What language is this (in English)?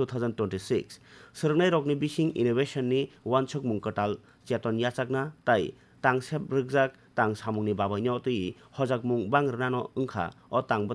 Kok Borok